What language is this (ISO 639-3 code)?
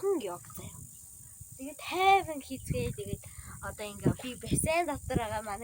mon